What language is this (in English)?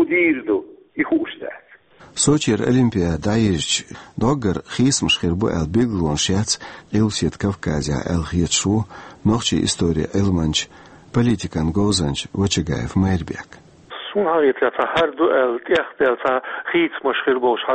Chechen